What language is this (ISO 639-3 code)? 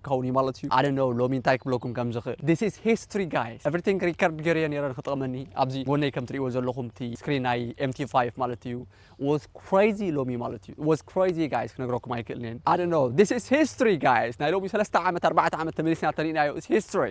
tir